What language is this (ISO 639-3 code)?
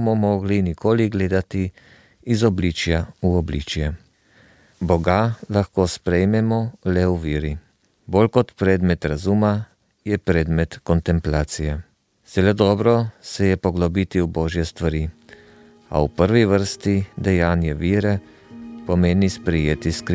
slv